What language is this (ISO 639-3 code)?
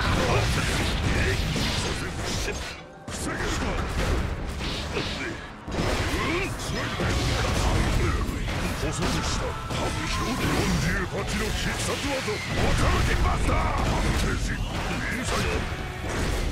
jpn